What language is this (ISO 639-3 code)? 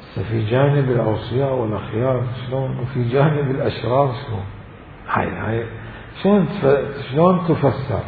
acm